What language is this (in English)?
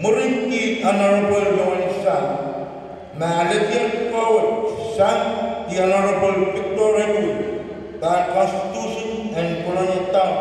Pohnpeian